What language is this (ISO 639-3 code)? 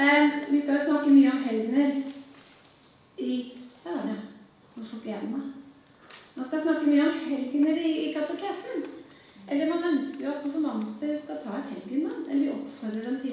nor